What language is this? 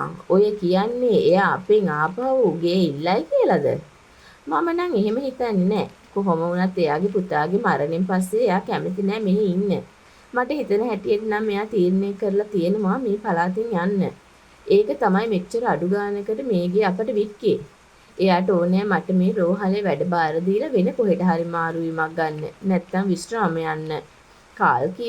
Sinhala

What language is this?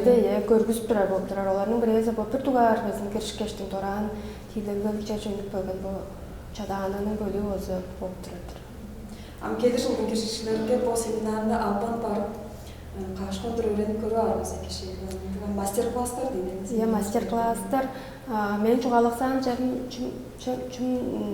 Tuvinian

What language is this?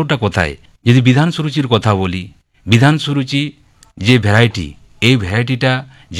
Bangla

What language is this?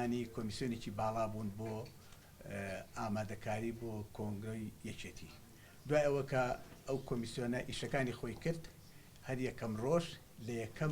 Central Kurdish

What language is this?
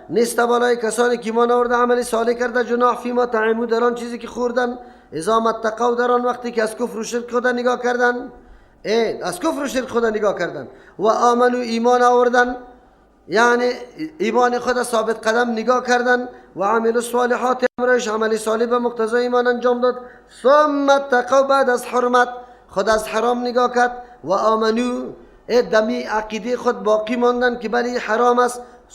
Persian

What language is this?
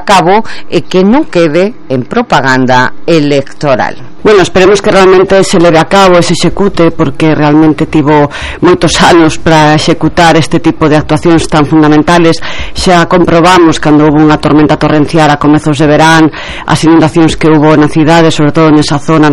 Galician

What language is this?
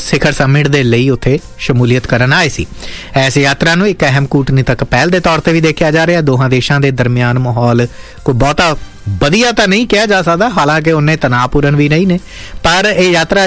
Punjabi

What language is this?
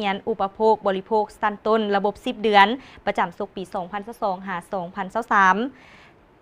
Lao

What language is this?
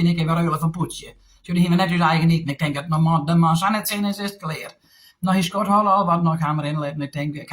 Western Frisian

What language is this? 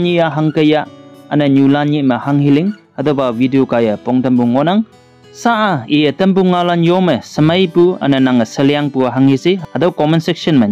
Konyak Naga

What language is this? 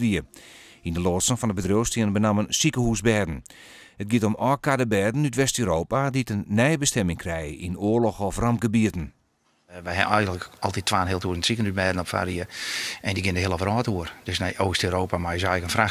Western Frisian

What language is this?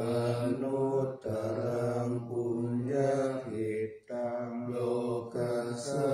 Pali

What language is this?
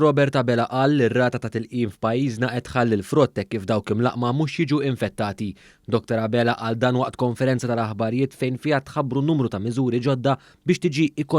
Maltese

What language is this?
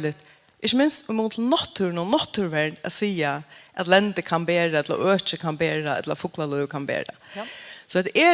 Faroese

